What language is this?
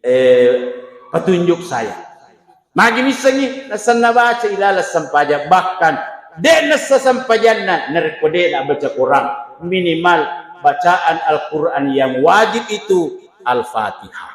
Buginese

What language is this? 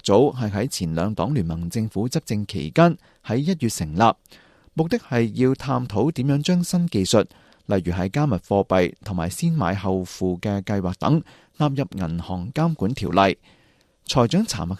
Cantonese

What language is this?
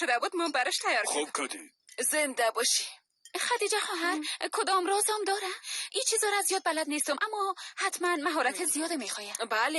Persian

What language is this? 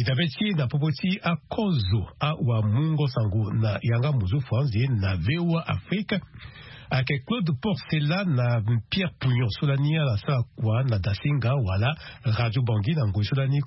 Sango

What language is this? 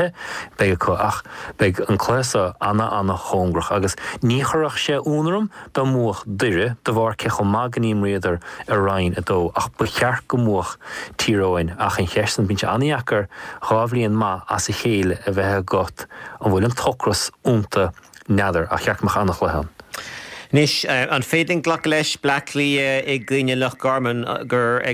Irish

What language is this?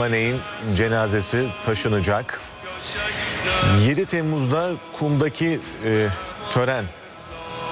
Turkish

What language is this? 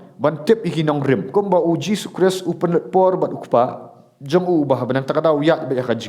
Khasi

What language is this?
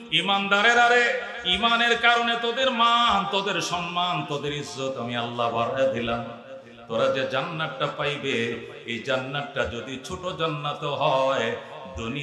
Bangla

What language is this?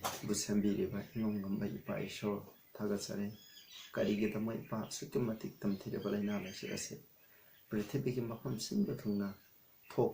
Manipuri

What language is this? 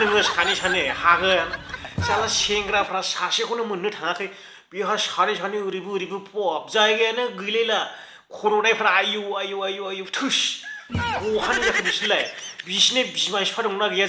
Bodo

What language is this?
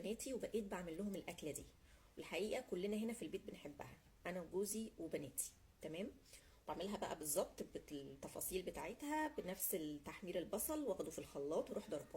Egyptian Arabic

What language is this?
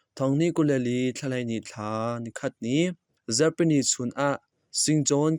Hakha Chin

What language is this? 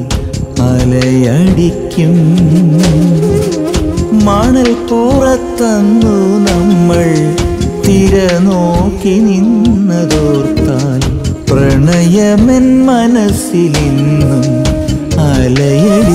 Malayalam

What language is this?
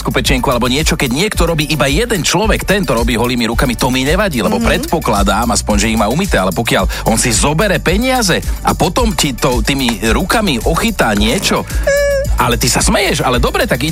Slovak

